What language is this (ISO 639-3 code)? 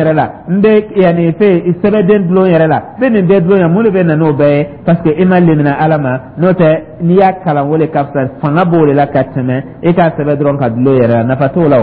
dyu